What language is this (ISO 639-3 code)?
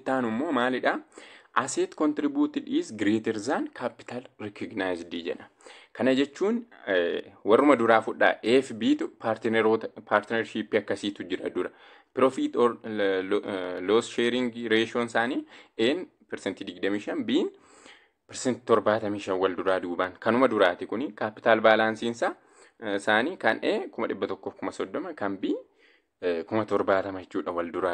orm